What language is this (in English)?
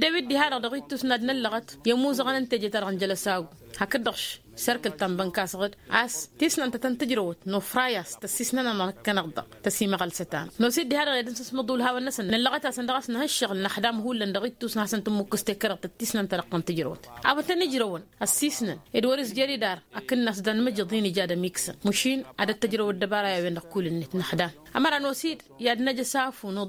Tamasheq